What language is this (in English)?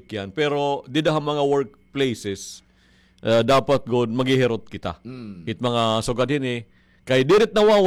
Waray